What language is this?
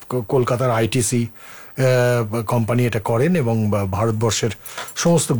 Bangla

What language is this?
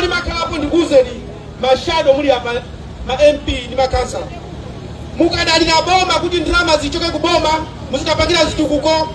Nyanja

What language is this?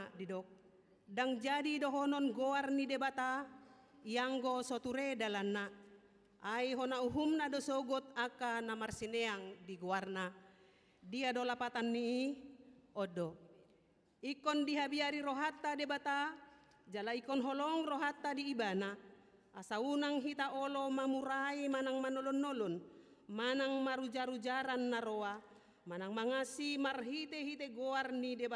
Batak Toba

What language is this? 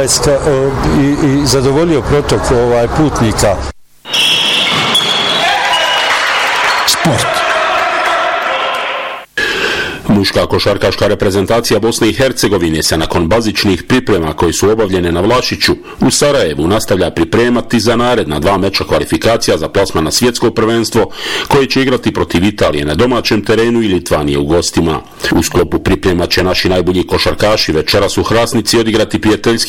Bosnian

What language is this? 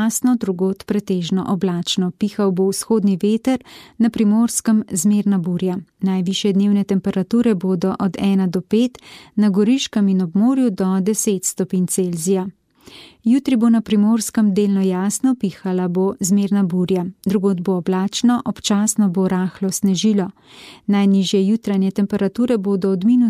Slovenian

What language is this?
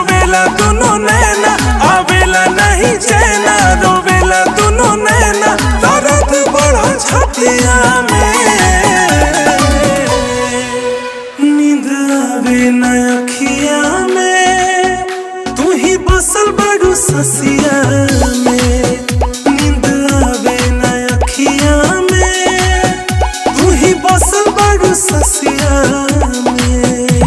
Bhojpuri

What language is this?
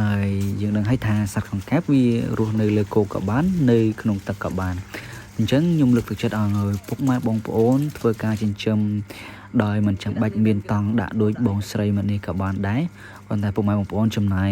Khmer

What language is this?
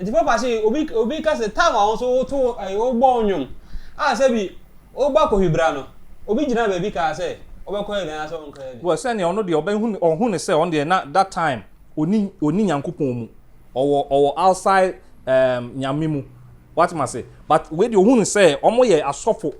Akan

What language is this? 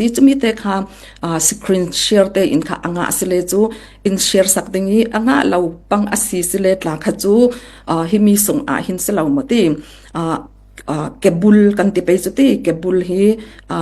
Falam Chin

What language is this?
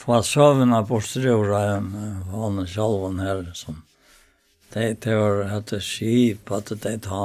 Faroese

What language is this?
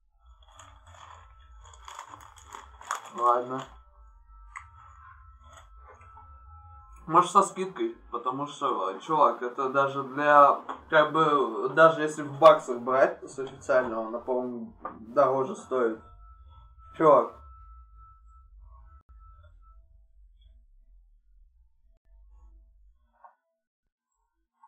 Russian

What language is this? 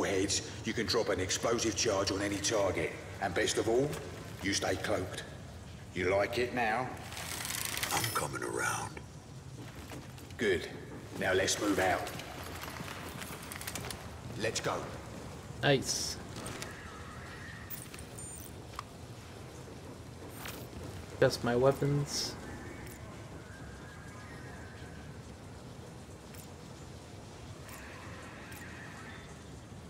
English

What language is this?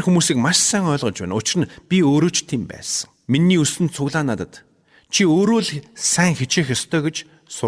Mongolian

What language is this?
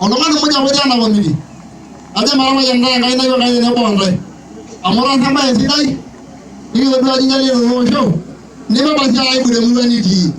Masai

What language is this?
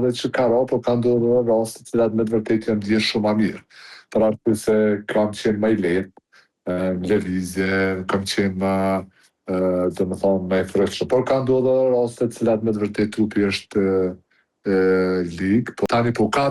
Albanian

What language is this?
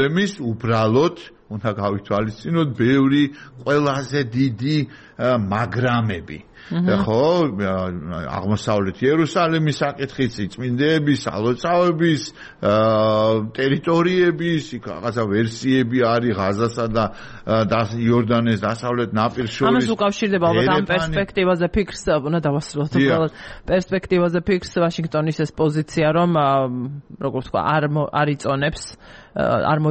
Georgian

